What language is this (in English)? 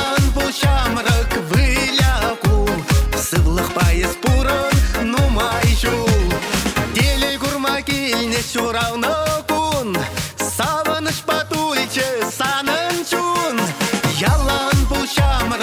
Chuvash